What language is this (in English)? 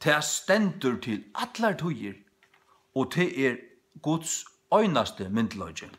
Faroese